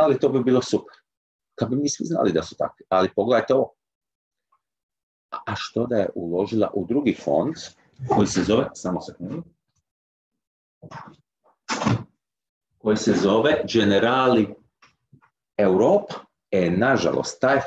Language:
Croatian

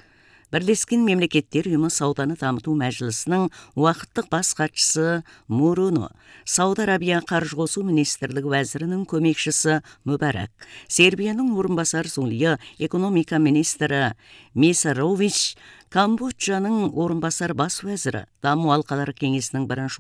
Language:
Kazakh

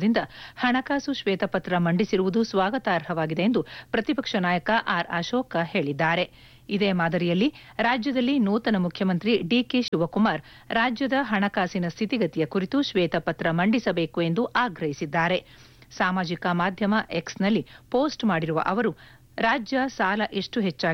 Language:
Kannada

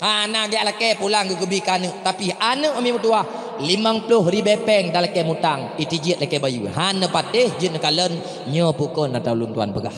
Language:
Achinese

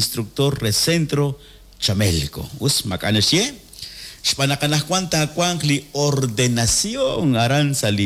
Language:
Kekchí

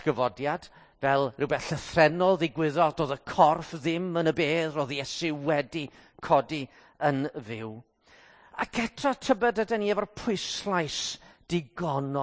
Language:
Welsh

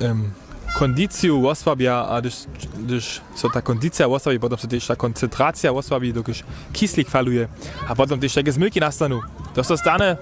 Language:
Upper Sorbian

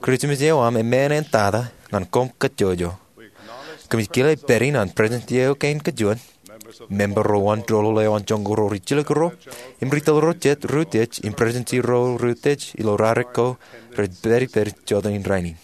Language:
Marshallese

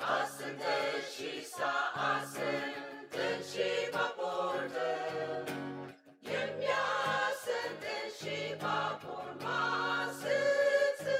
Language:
Ao Naga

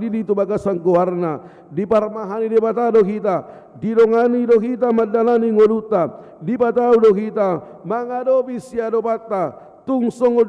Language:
Batak Toba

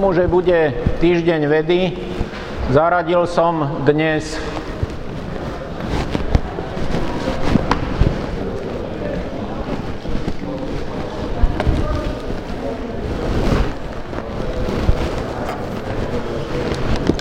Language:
Slovak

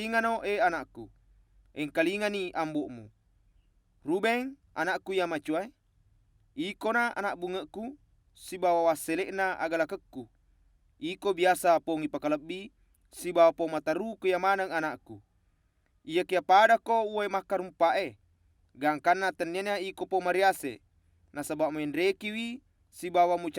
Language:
Buginese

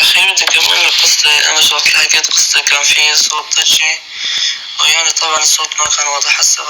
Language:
North Levantine Arabic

